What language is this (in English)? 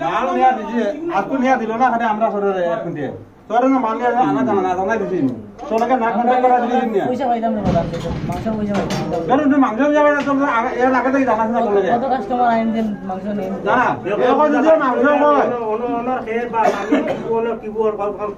Sylheti